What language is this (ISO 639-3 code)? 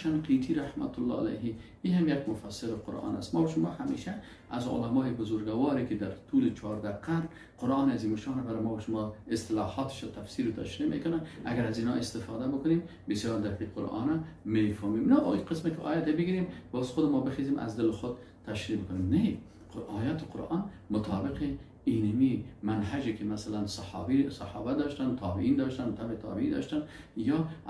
fas